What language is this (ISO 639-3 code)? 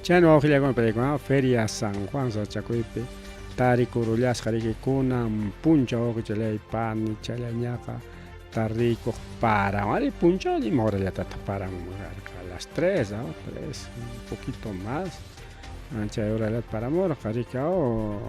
quy